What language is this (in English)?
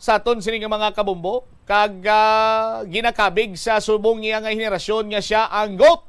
Hiligaynon